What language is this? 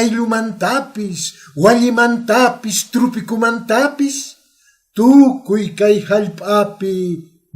Quechua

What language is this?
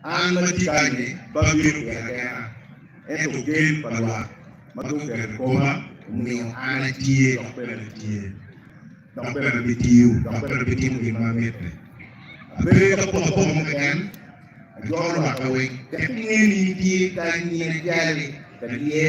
Acoli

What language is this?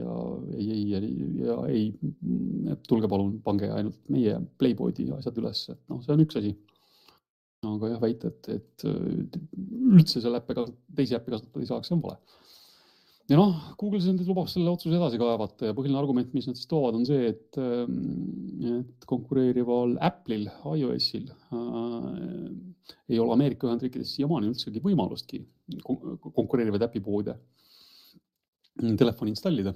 Estonian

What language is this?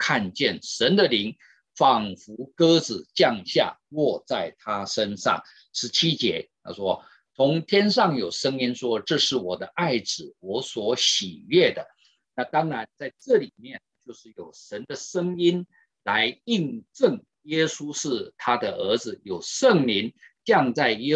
Chinese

